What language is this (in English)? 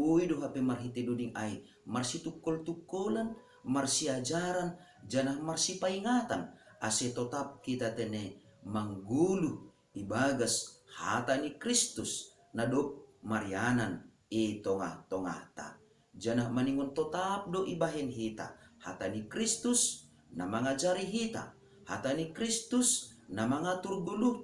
Batak Simalungun